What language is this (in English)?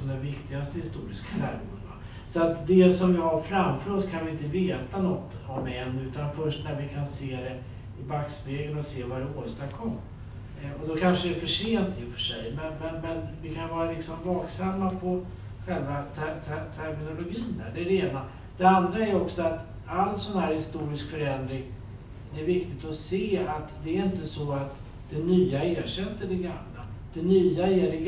Swedish